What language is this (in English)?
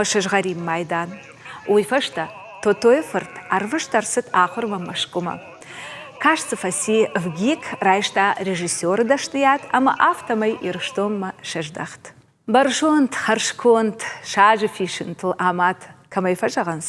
Ossetic